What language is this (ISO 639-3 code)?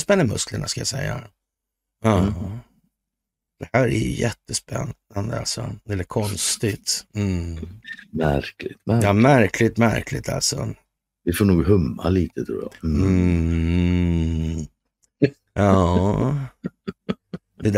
swe